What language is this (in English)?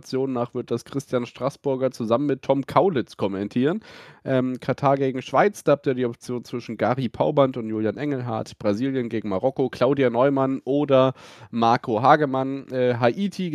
German